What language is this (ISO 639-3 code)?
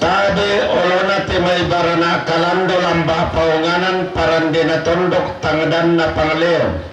sda